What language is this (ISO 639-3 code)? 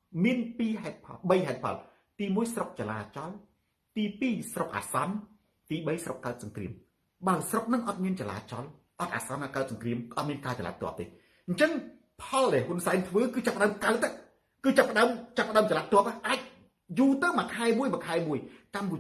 khm